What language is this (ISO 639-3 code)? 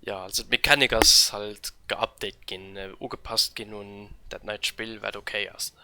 ltz